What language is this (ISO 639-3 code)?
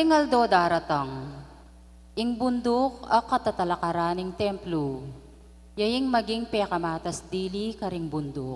pam